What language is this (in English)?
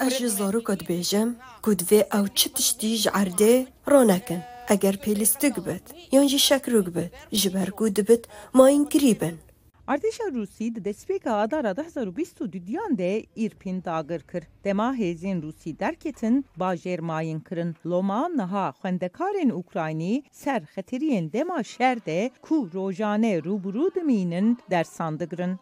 Kurdish